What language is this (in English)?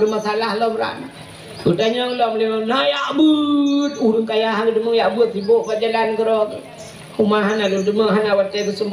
Achinese